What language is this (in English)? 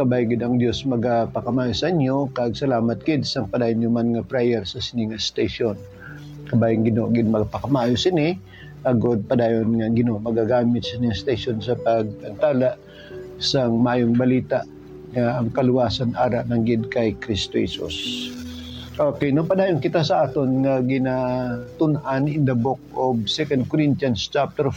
Hiligaynon